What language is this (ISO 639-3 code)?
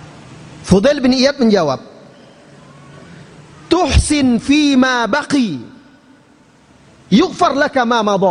ind